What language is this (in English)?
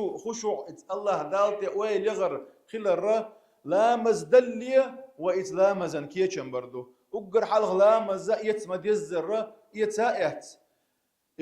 Chechen